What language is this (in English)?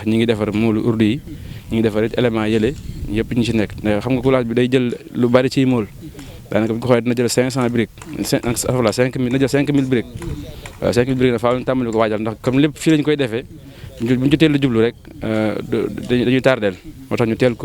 Wolof